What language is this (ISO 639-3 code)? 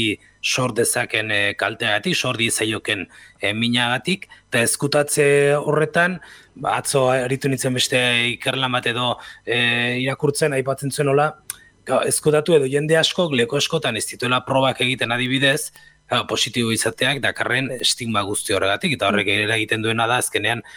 eus